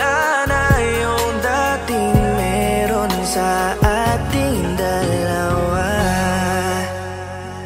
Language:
Filipino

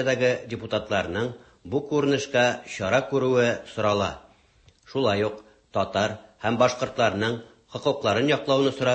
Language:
Tatar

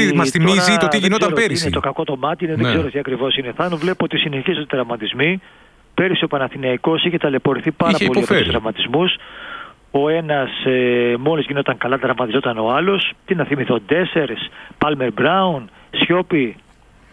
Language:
Greek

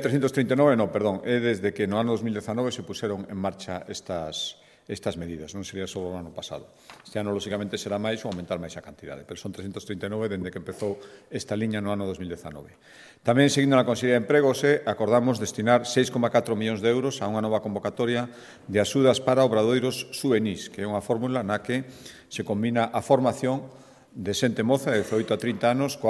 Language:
Galician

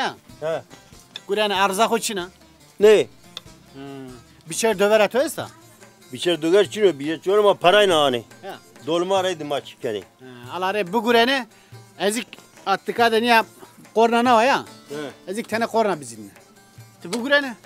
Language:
Zaza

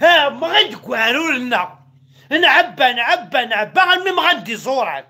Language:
Kabyle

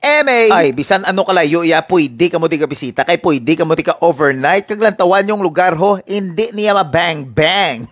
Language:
Hiligaynon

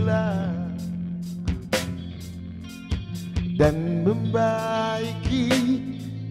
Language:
Malay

